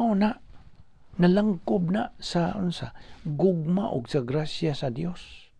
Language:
Cebuano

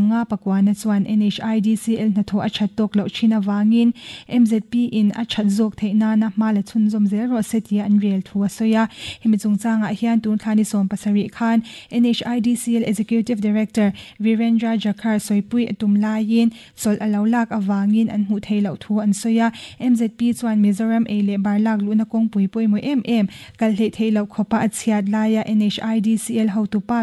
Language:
Mizo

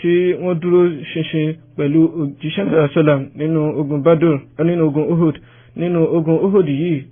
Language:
Yoruba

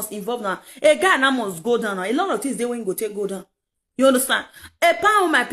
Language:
Nigerian Pidgin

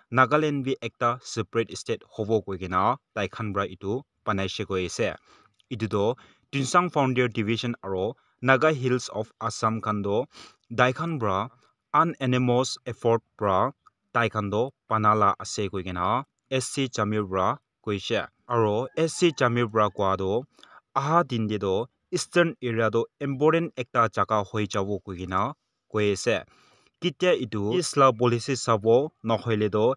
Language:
Naga Pidgin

